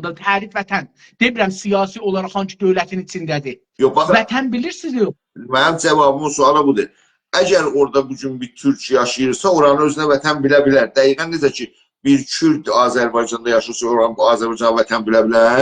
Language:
South Azerbaijani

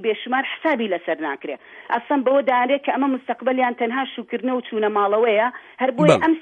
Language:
Central Kurdish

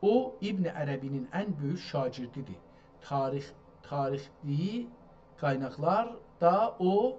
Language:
South Azerbaijani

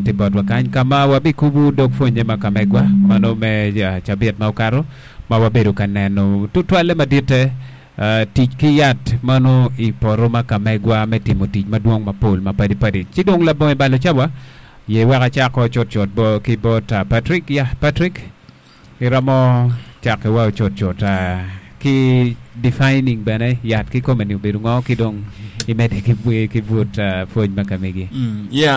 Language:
Acoli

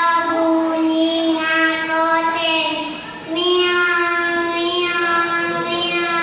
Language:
Madurese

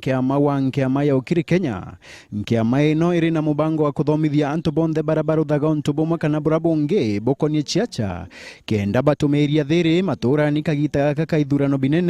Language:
Meru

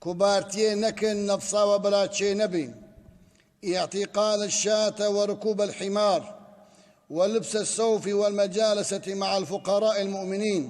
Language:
Kurdish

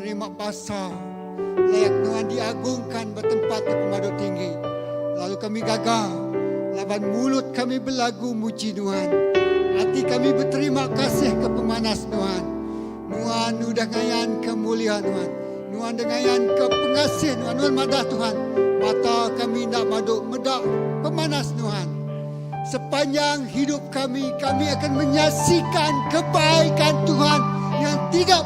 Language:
Iban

